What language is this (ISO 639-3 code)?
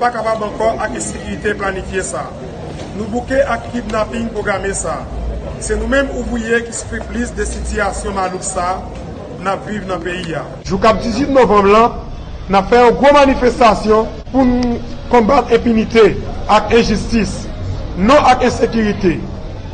hat